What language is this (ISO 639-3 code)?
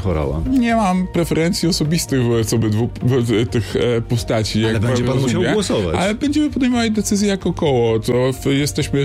pol